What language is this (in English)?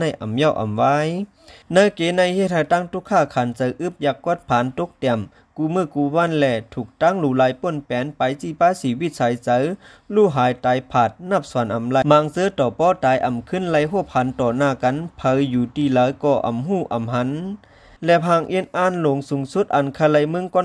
Shan